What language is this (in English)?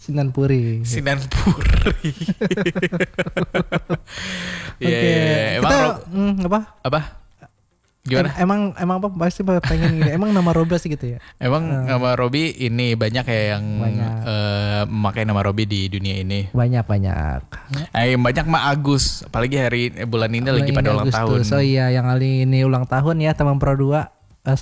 Indonesian